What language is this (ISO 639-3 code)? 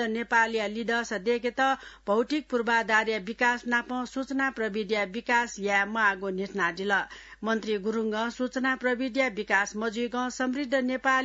new